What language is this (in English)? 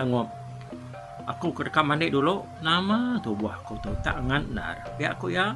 Iban